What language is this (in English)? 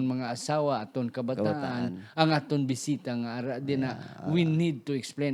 Hiligaynon